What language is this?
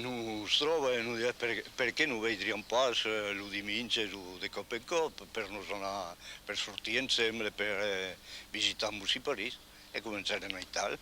Occitan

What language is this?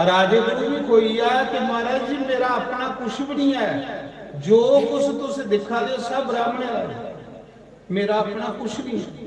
Dogri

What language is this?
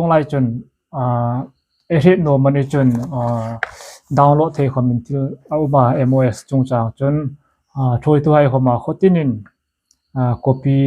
Hmar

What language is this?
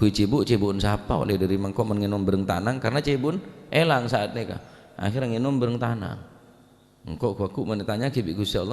Madurese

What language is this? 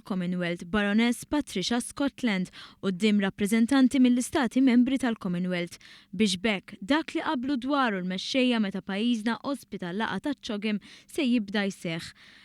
Maltese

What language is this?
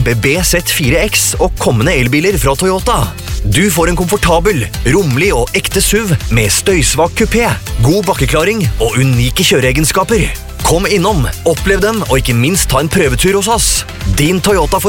Norwegian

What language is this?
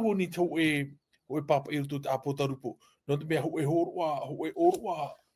Tahitian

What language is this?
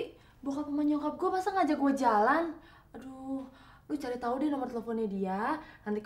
Indonesian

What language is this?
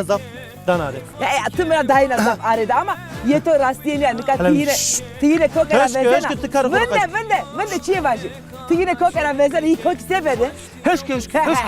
Zaza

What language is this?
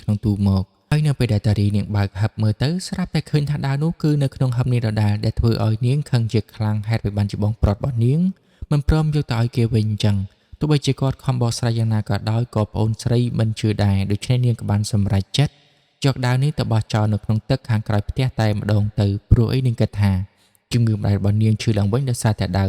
Khmer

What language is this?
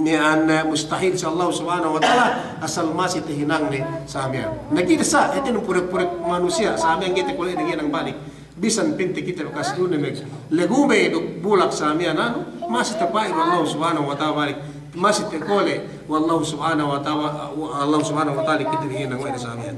Yakan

